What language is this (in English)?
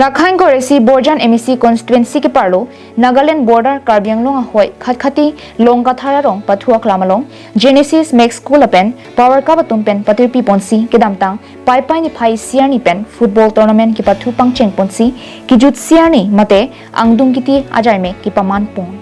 Karbi